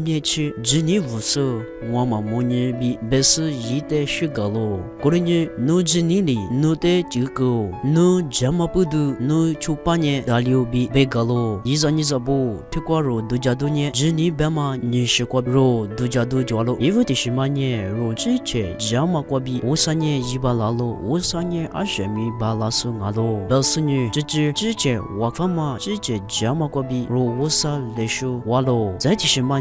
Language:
Lisu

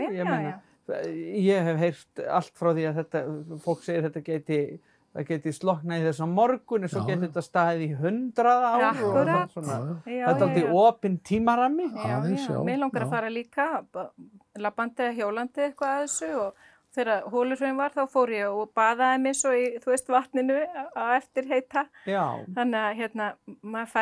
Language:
Icelandic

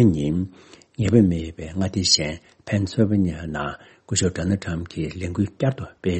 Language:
Tibetan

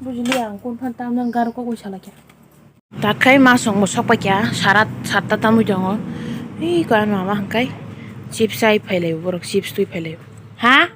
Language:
Kok Borok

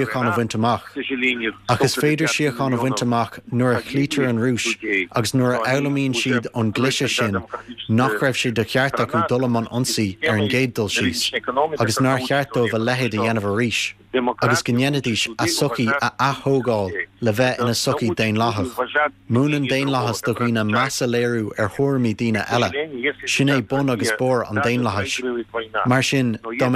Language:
Irish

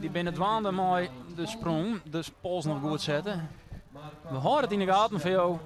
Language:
Western Frisian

